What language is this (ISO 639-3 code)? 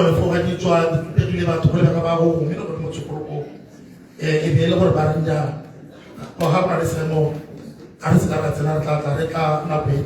tsn